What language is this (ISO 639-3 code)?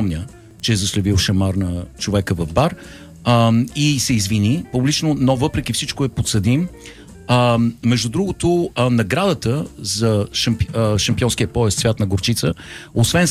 bul